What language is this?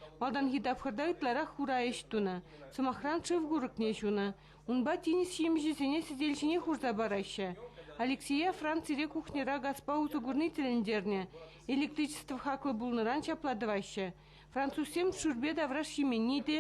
Chuvash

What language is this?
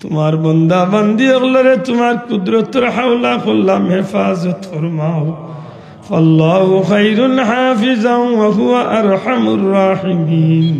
Sylheti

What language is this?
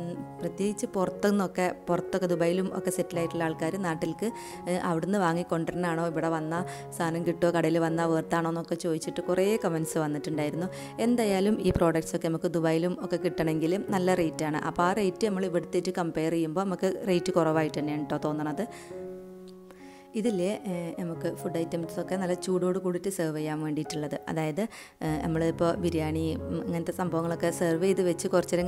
Malayalam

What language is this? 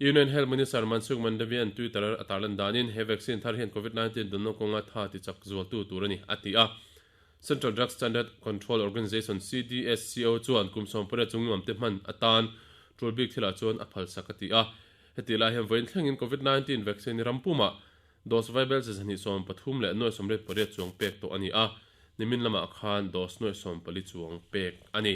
Mizo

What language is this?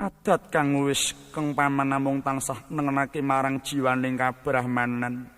Javanese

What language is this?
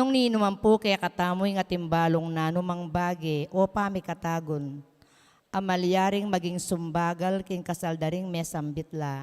Pampanga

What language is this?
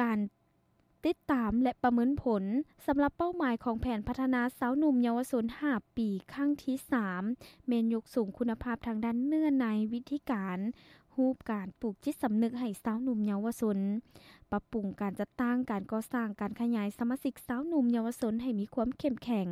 Lao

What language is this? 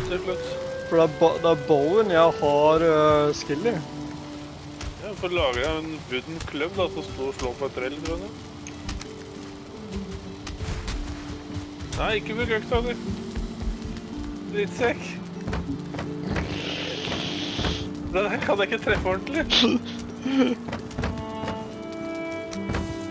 Norwegian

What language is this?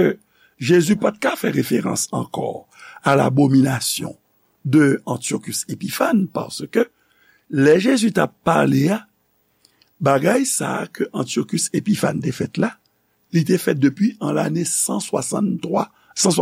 Haitian Creole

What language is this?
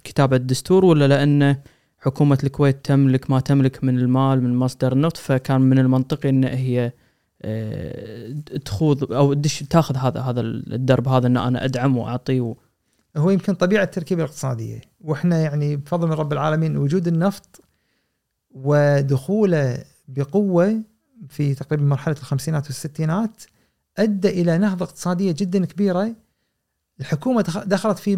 Gulf Arabic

